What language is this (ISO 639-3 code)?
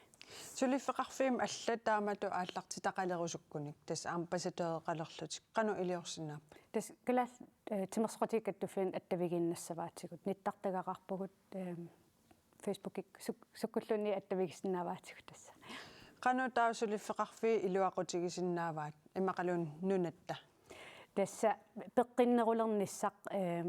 kal